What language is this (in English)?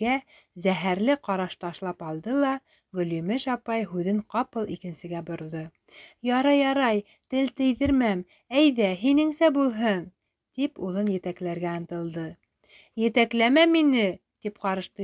Bashkir